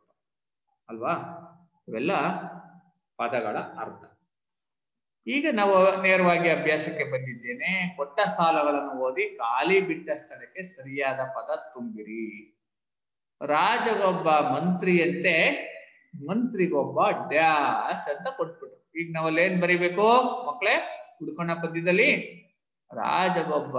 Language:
Kannada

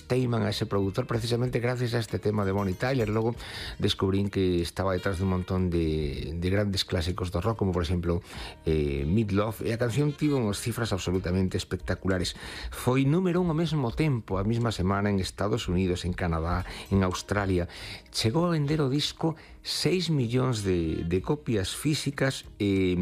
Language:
Galician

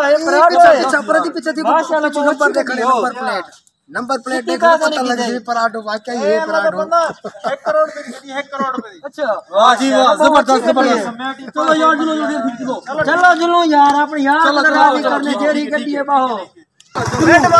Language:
Saraiki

